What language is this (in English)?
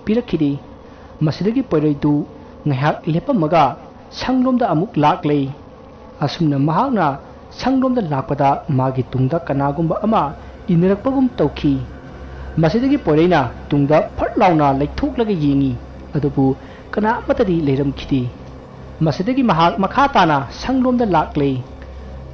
Manipuri